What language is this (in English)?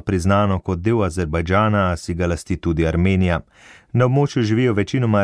Slovenian